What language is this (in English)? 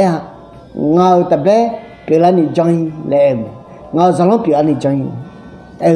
Akha